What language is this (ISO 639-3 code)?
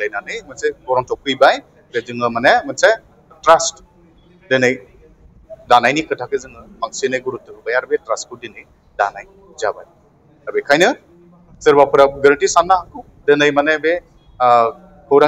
brx